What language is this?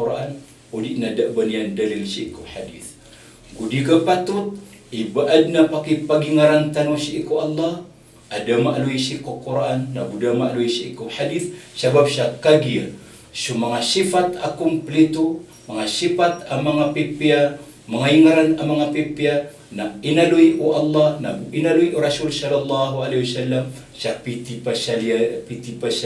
Maranao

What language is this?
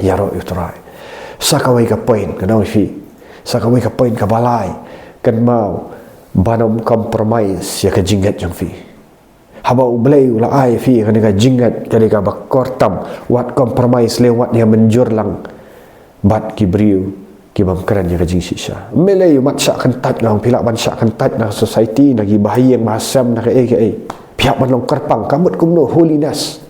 Khasi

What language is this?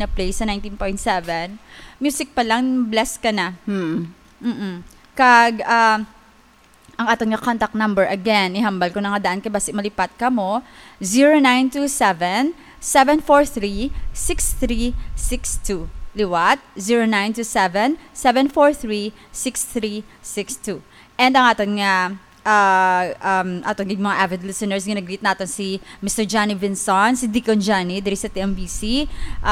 Hiligaynon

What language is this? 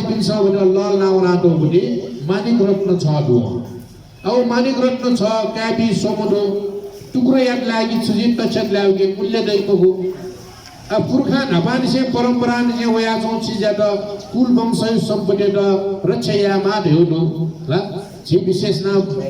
Newari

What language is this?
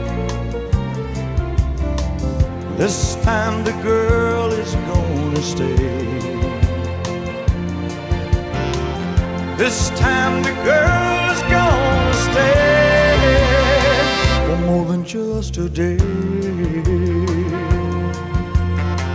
English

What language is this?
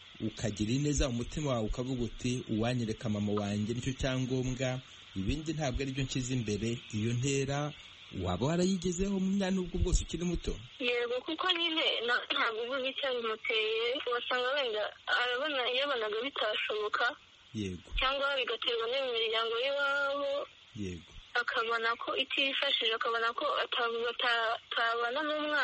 Kinyarwanda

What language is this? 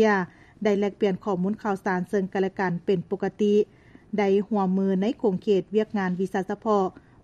Lao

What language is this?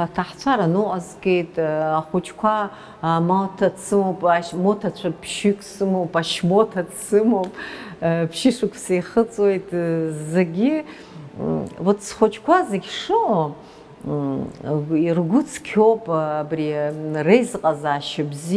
Abkhazian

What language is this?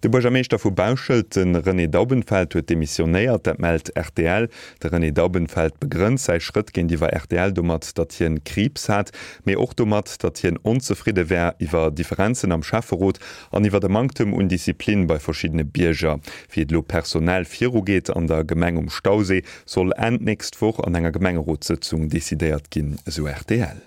Luxembourgish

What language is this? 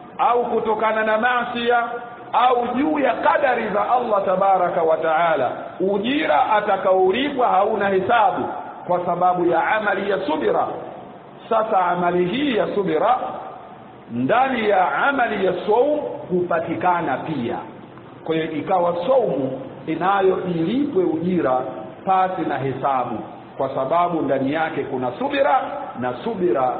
Swahili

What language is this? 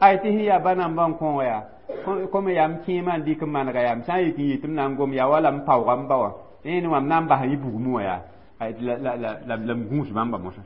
Mossi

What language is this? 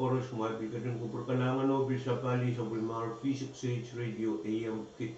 Pohnpeian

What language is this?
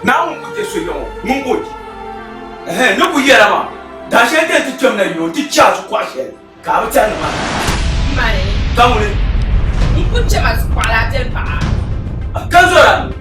Dagbani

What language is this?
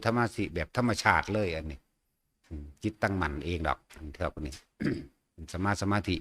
Northeastern Thai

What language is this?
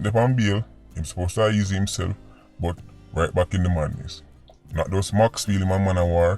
Jamaican Creole English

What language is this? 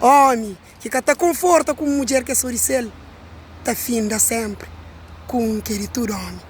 Kabuverdianu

